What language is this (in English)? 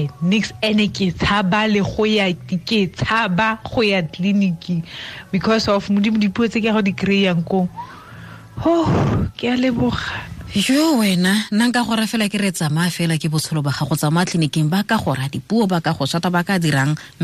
Tswana